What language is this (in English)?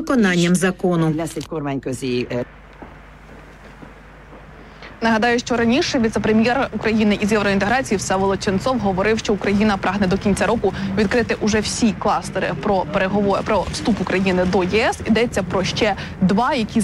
Ukrainian